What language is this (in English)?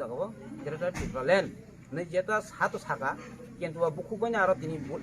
Riang (India)